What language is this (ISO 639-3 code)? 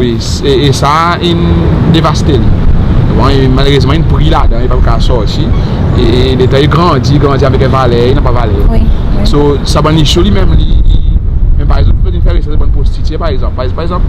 crs